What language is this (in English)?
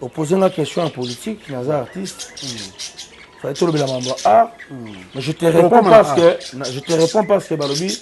Lingala